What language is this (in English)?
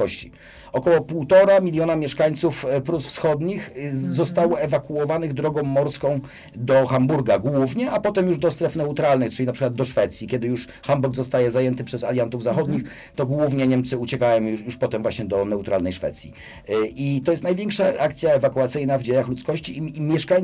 Polish